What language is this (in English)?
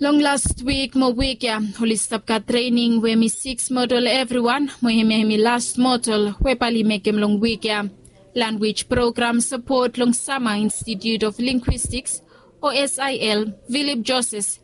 Bislama